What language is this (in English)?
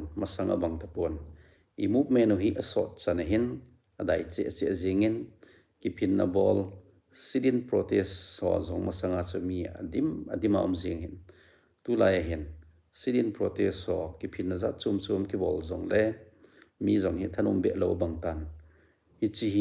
Thado Chin